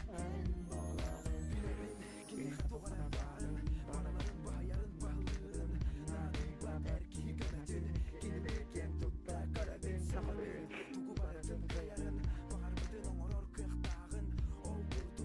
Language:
Yakut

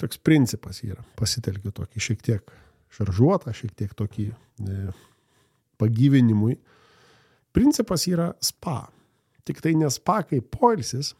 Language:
Lithuanian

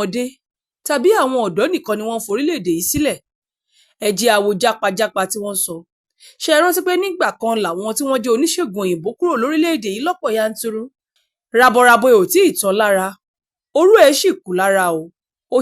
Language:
Yoruba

